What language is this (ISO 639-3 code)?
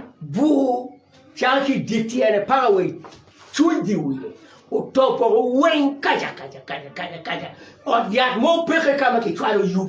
ach